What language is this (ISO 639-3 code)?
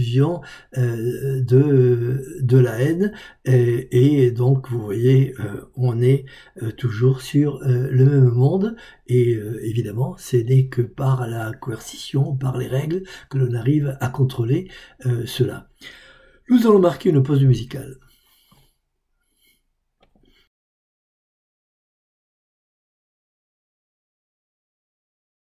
fra